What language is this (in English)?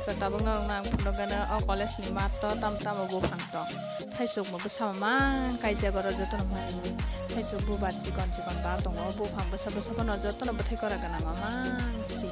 Kok Borok